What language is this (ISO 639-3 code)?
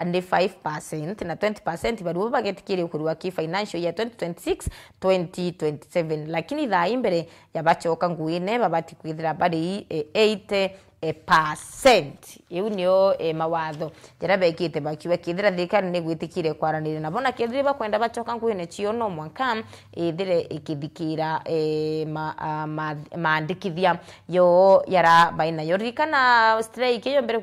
mer